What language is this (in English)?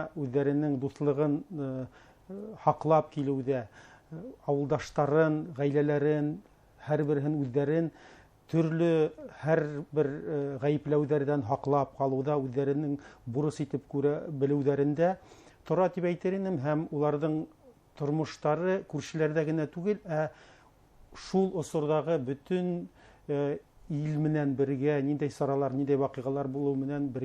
Bashkir